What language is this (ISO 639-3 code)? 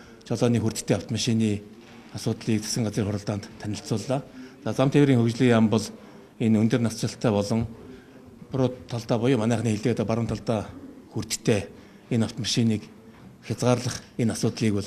mon